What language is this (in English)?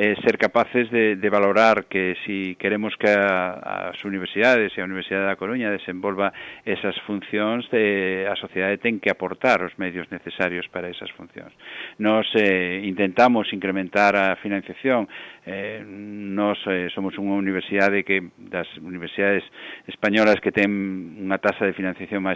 Galician